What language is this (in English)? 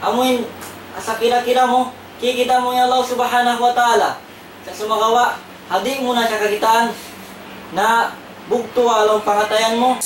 Tausug